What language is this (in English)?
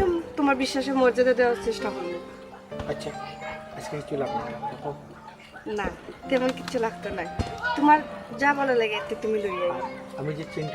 Sylheti